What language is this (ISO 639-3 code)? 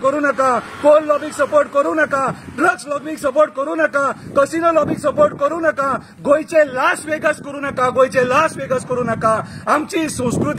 kok